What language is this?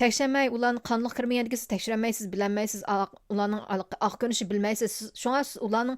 Uyghur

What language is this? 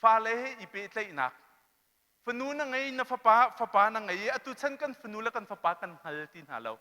Hakha Chin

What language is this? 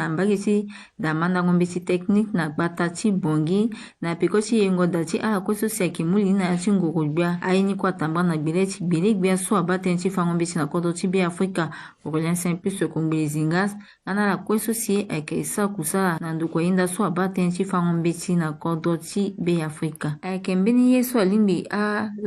Sango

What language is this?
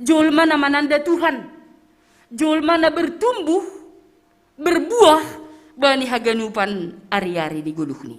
Batak Simalungun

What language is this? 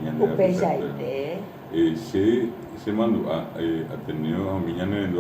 Guarani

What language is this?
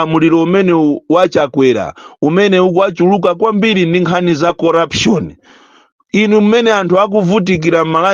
Nyanja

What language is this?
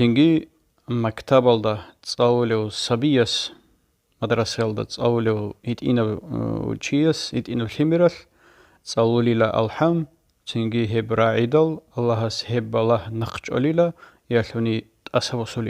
Avaric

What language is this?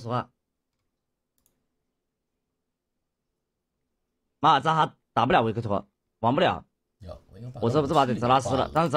Chinese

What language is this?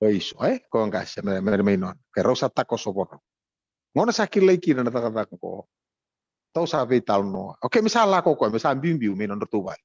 Fijian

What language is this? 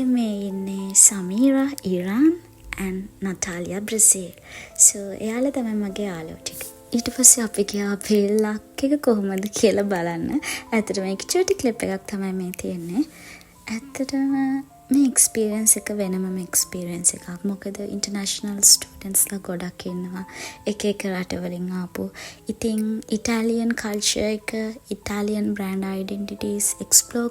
Sinhala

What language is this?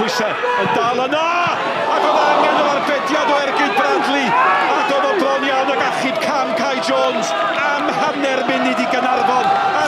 Welsh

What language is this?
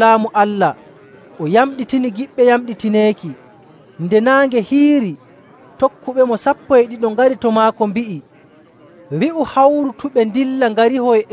Nigerian Fulfulde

